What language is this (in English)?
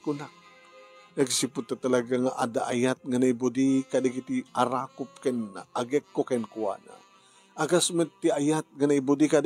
Iloko